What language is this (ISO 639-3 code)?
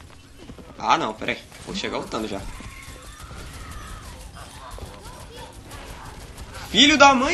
por